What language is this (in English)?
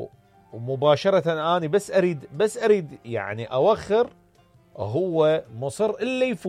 Mesopotamian Arabic